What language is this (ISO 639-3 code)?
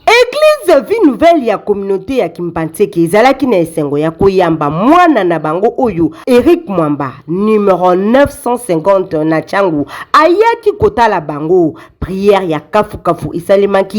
lin